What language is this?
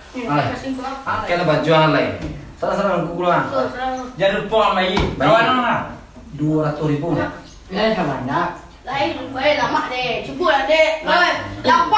Minangkabau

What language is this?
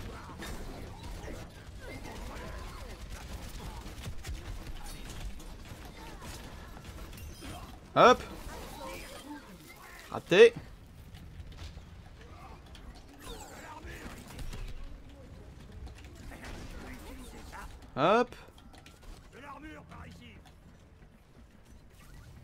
French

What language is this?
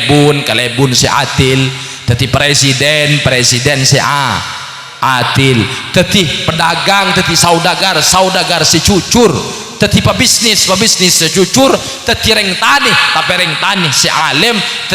Madurese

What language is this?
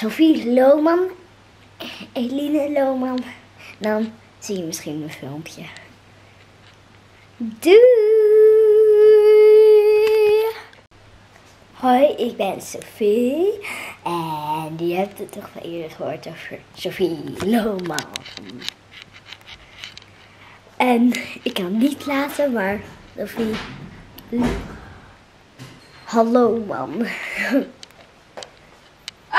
Dutch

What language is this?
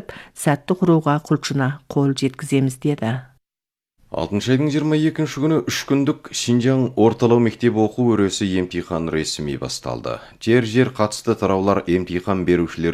Kazakh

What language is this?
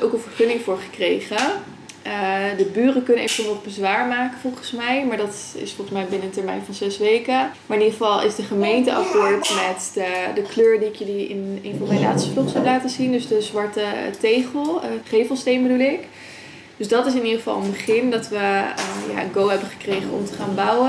Dutch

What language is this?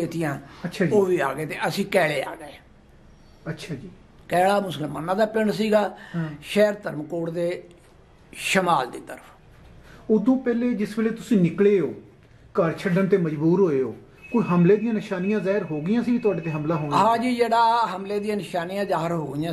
Punjabi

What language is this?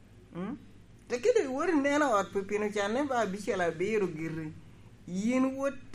Lango (Uganda)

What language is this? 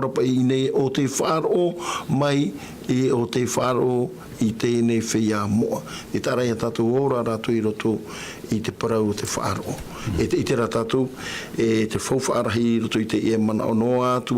Tahitian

